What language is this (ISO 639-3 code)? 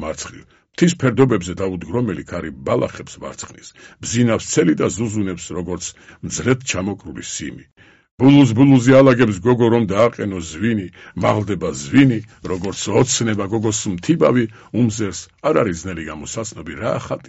kat